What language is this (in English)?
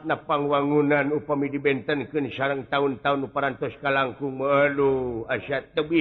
Sundanese